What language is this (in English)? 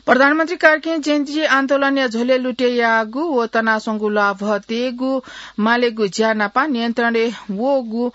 Newari